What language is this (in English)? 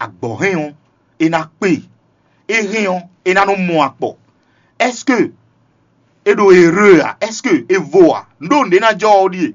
Fon